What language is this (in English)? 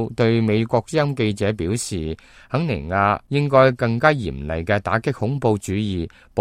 Cantonese